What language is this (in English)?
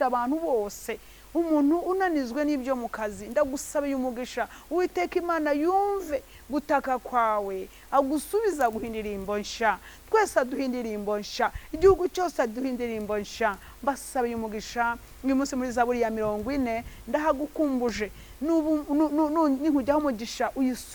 Kinyarwanda